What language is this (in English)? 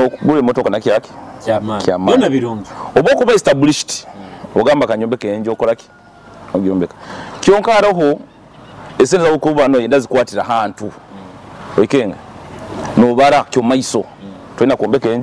Nyoro